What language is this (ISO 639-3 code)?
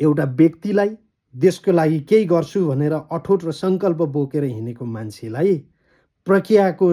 nep